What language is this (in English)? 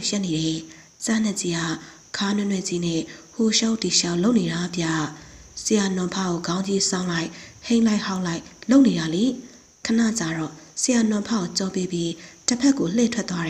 Burmese